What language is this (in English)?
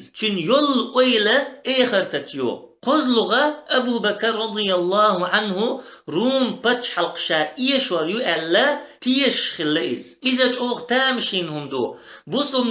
Chechen